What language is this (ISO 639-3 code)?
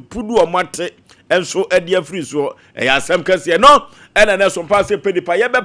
aka